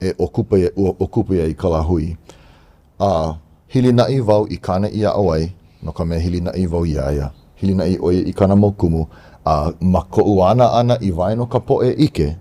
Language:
Hawaiian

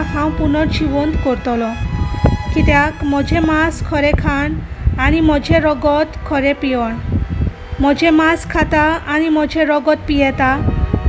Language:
Konkani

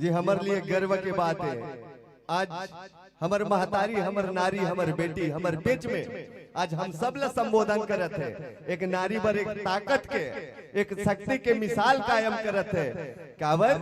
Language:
Chhattisgarhi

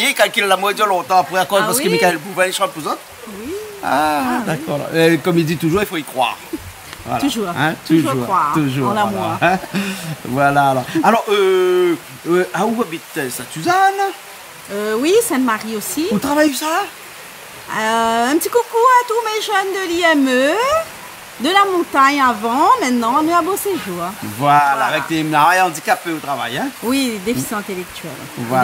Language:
Réunion Creole French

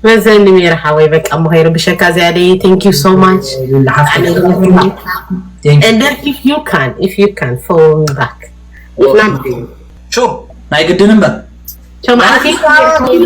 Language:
Tigrinya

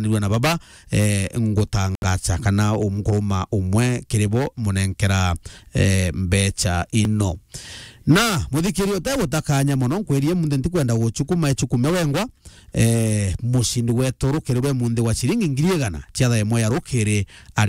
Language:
Meru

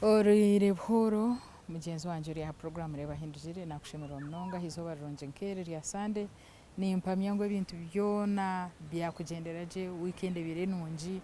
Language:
Nyankole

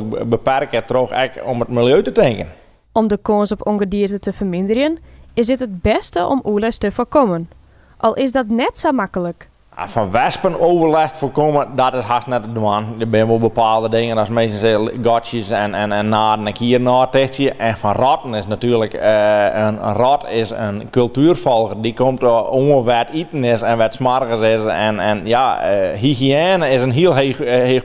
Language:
Western Frisian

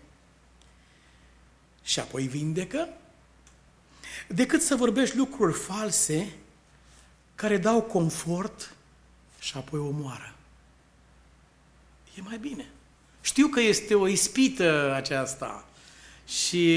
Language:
Romanian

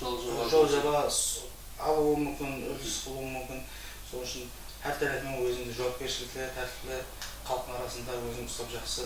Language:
Kara-Kalpak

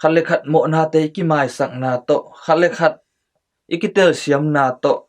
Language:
Tedim Chin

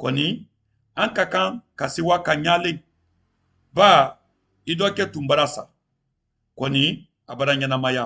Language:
Mandingo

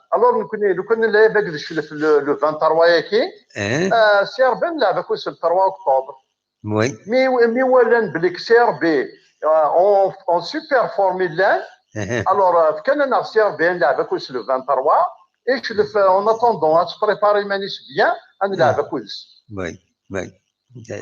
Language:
Kabyle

